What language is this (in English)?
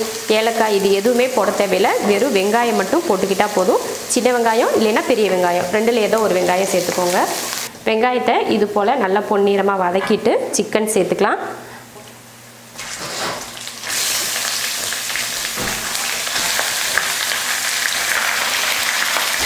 Tamil